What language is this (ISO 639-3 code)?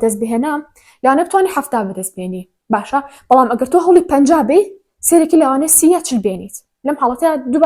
ckb